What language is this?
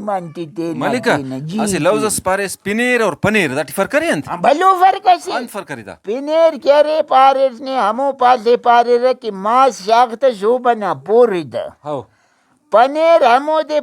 Brahui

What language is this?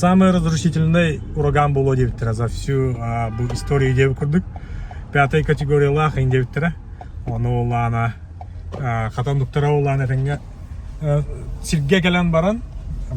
Yakut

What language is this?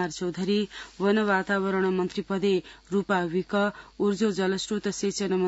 Sanskrit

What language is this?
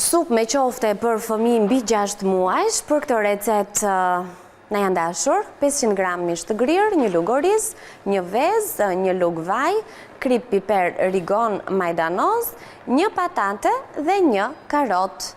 Albanian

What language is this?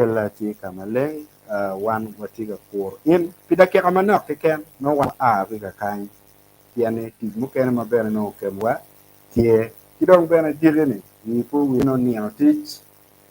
Acoli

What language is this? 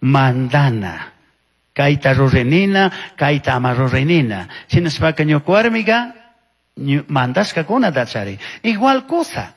Chimborazo Highland Quichua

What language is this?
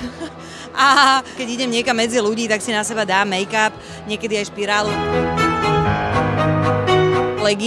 Slovak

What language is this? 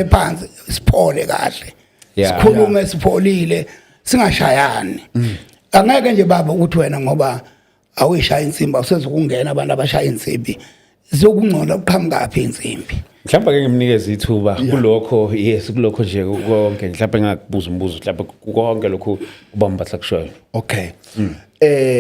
Zulu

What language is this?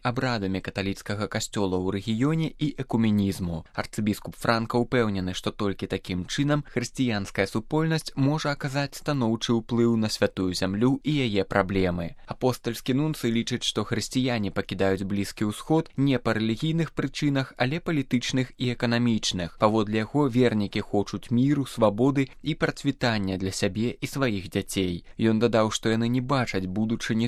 Belarusian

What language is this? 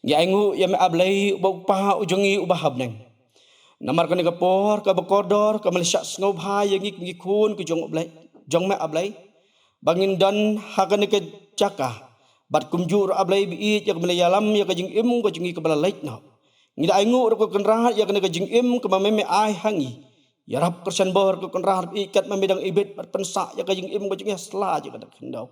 Khasi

